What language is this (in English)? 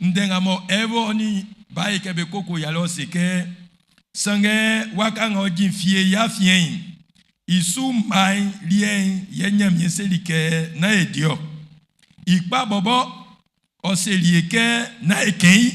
Baoulé